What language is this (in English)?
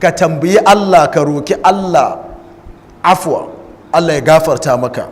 Hausa